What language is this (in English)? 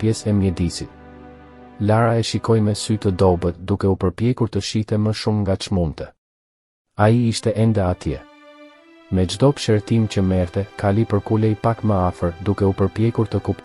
Albanian